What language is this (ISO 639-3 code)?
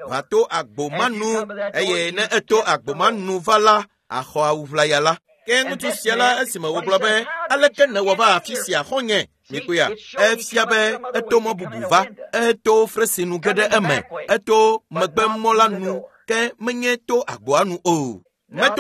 ewe